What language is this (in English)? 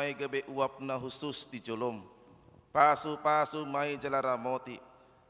Batak Toba